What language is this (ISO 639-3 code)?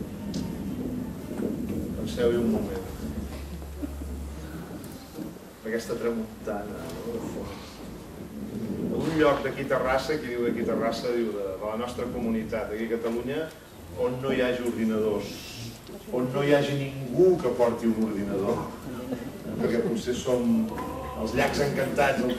cat